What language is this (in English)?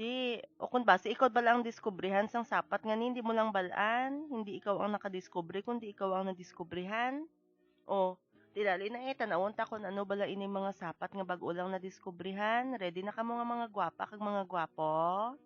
Hiligaynon